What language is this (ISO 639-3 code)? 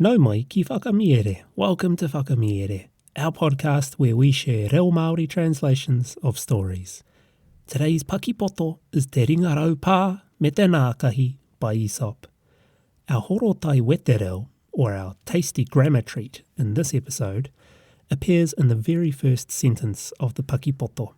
mri